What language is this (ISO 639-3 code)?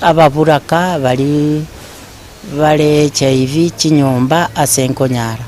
guz